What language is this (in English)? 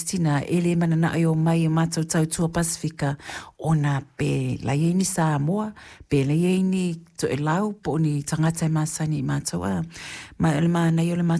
Samoan